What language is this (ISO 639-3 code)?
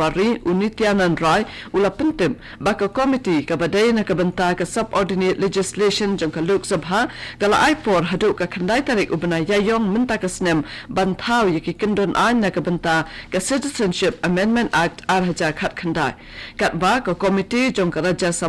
kha